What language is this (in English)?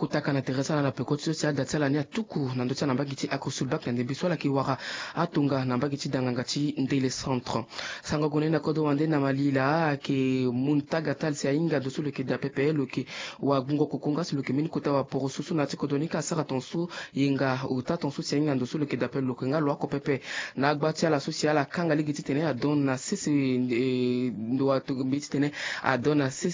Sango